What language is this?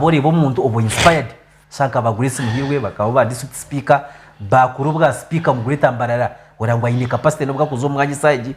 Nyankole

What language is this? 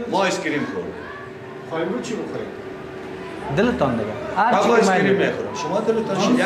Persian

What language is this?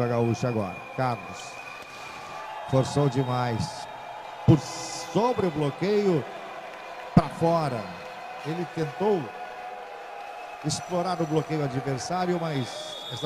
Portuguese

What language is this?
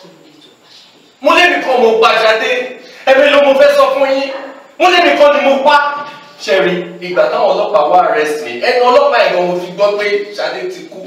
Yoruba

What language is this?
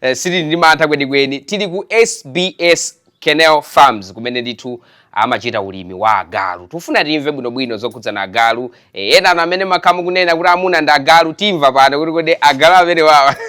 Nyanja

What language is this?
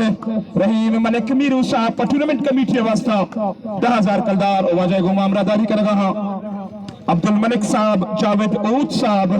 Eastern Balochi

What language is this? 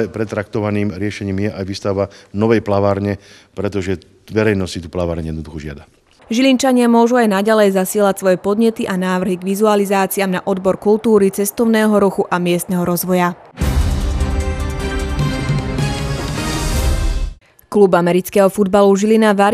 Slovak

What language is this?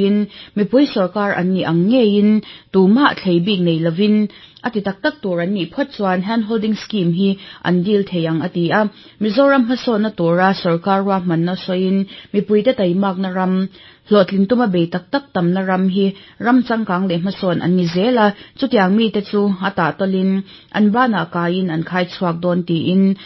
Mizo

